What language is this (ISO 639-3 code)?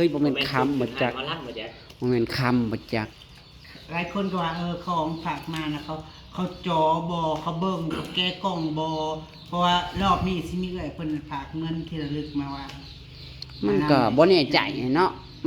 tts